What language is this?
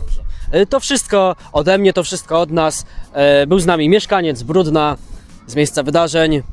Polish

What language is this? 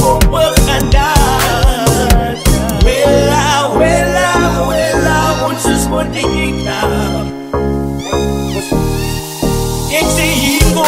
Afrikaans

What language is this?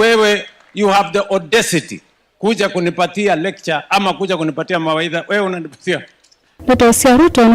Kamba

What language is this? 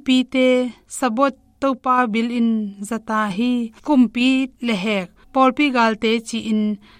Tedim Chin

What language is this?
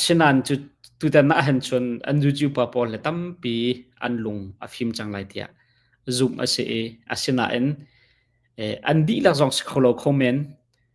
Hakha Chin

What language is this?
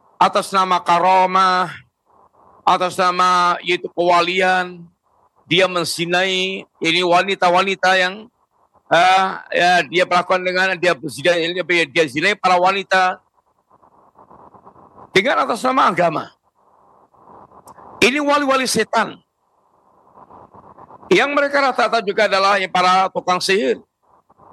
Indonesian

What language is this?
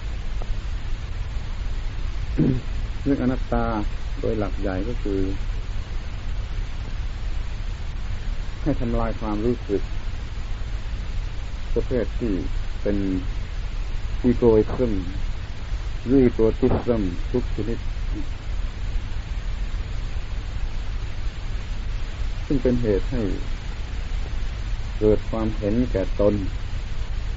Thai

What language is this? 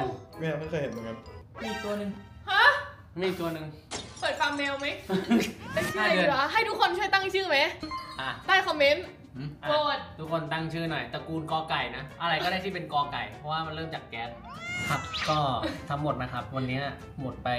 Thai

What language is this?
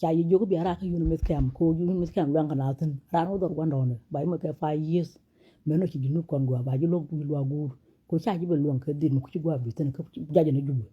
Nuer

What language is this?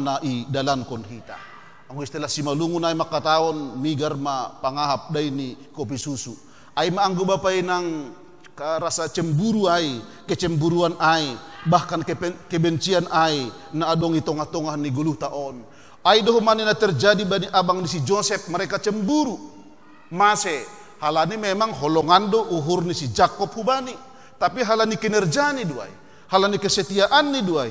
Batak Simalungun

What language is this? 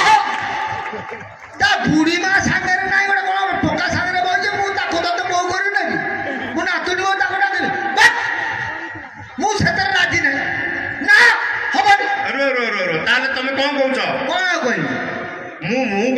Odia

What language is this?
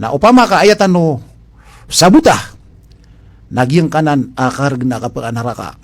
Maranao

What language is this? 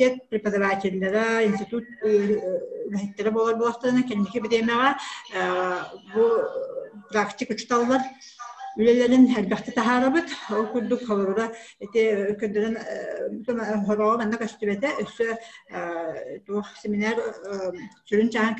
Yakut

